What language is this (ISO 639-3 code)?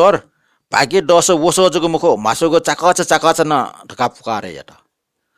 new